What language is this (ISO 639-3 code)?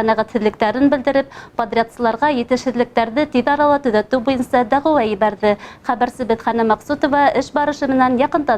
bak